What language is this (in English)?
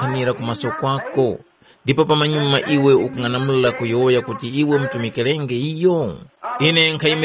Tumbuka